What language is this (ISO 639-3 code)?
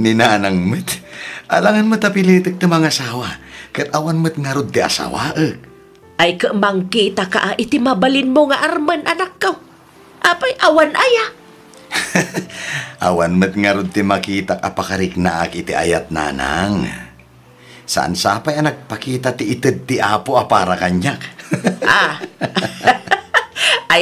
ilo